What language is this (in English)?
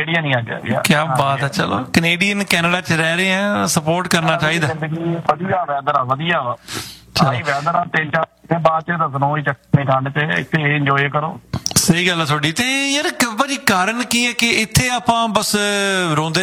Punjabi